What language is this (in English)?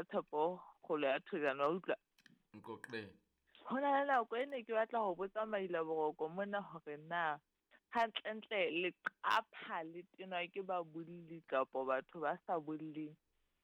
Southern Sotho